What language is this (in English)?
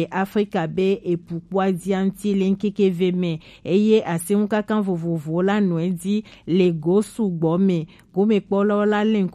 Gen